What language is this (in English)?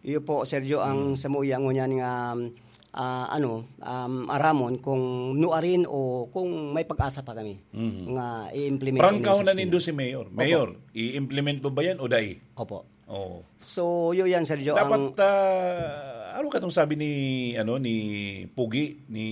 Bikol